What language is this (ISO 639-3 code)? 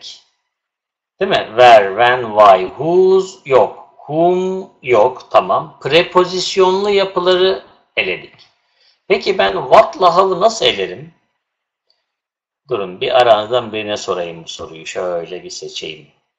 tur